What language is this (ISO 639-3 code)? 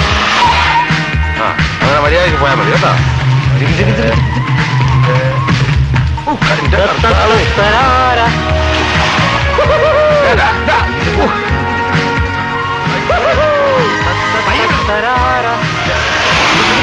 mal